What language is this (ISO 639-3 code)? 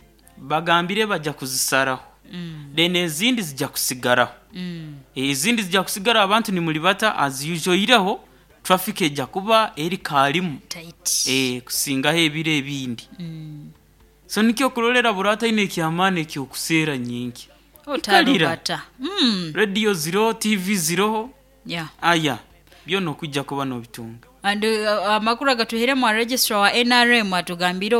nyo